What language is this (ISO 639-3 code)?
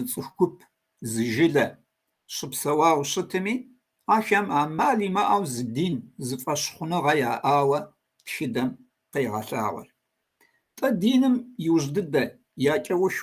kbd